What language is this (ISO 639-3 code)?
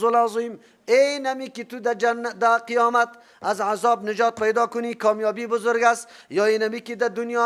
fas